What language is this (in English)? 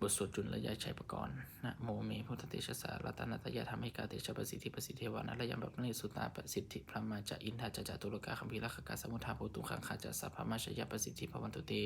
Pali